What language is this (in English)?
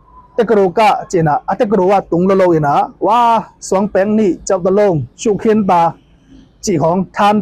Tedim Chin